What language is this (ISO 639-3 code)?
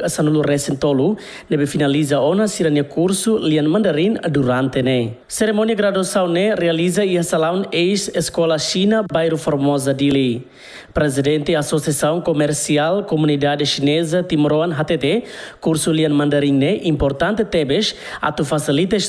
tet